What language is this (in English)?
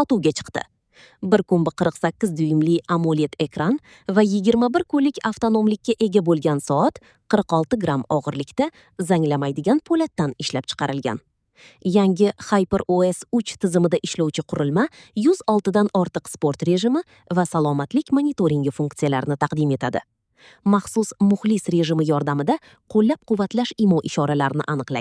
Uzbek